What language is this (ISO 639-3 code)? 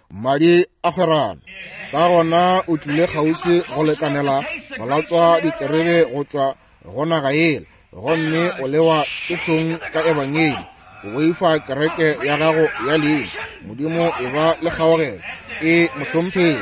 nso